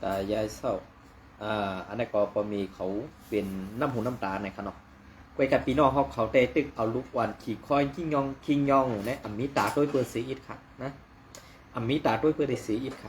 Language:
Shan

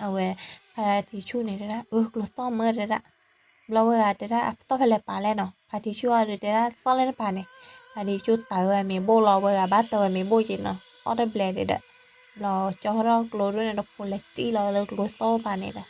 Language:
S'gaw Karen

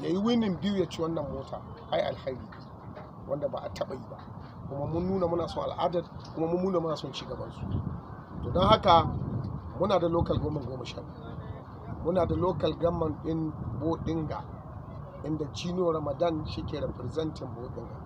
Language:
Hausa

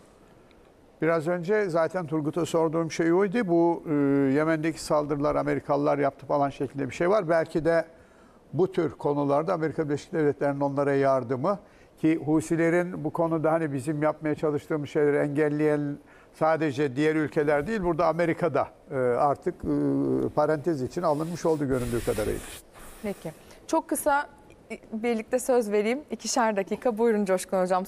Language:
Turkish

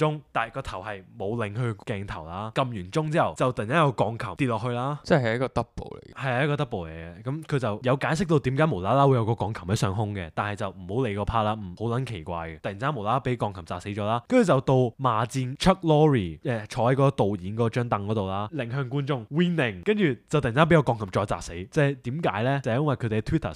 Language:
Cantonese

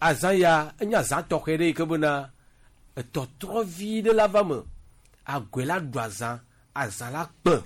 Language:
Gen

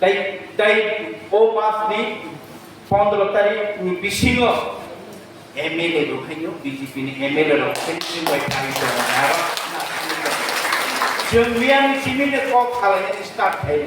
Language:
Kok Borok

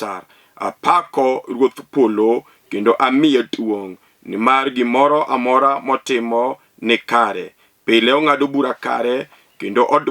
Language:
Luo (Kenya and Tanzania)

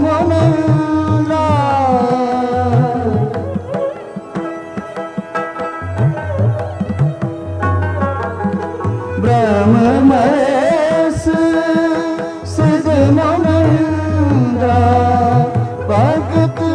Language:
Hindi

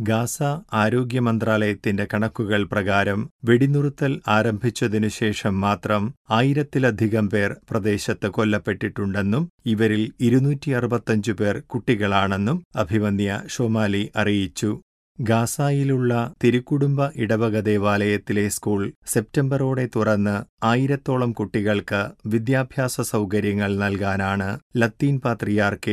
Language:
Malayalam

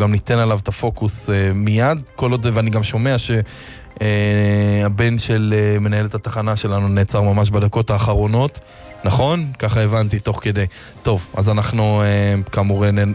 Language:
Hebrew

